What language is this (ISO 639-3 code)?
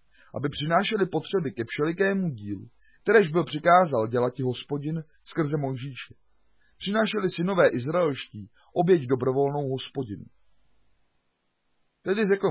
ces